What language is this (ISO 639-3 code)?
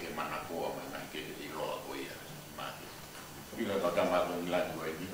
ton